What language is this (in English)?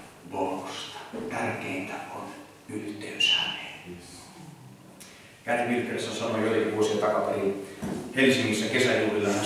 Finnish